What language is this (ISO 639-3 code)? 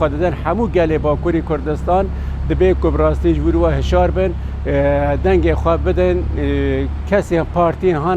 kur